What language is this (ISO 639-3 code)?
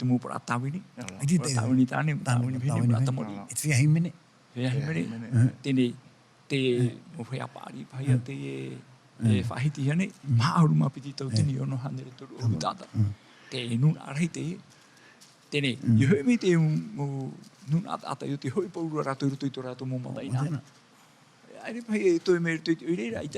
tah